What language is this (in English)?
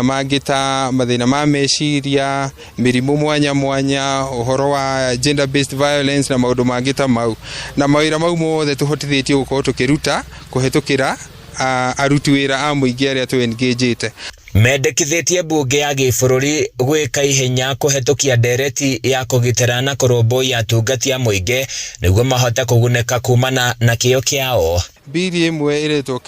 Kikuyu